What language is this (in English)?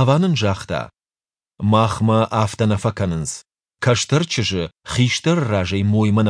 Ossetic